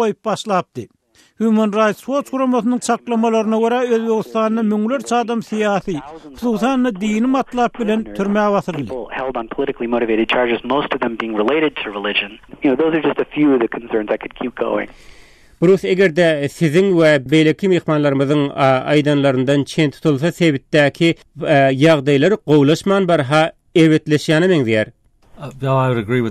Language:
Turkmen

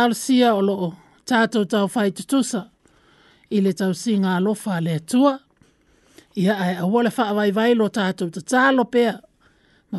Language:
Samoan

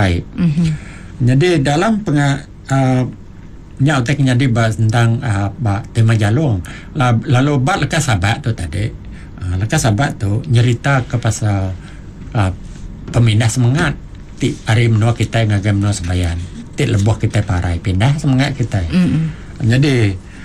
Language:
Iban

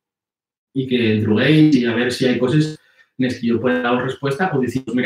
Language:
Asturian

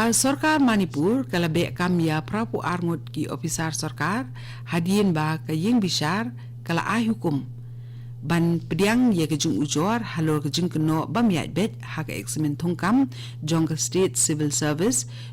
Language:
Khasi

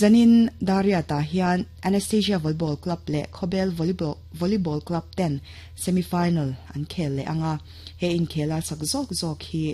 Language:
Mizo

